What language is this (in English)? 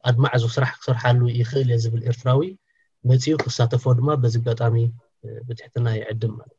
Tigrinya